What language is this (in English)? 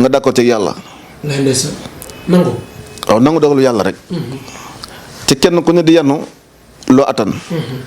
Wolof